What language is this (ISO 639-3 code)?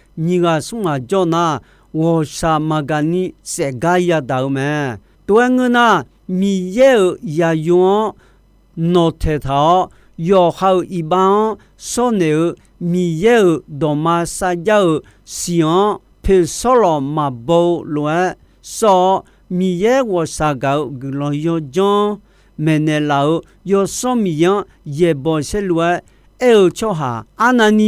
ahk